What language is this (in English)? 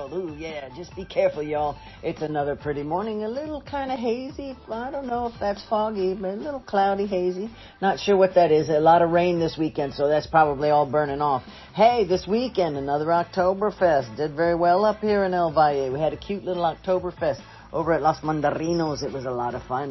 English